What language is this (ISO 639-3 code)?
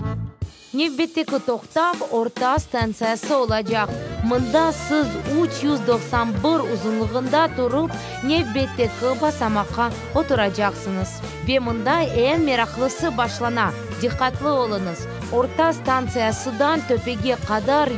crh